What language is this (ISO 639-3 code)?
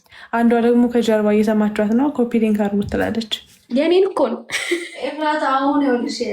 amh